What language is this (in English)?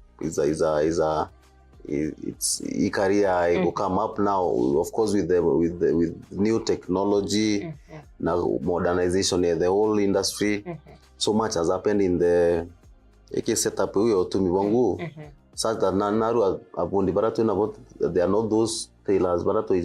Meru